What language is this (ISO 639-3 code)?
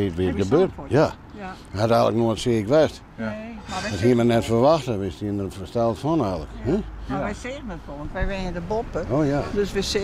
fry